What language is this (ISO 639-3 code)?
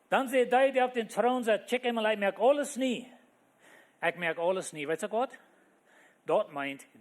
pdt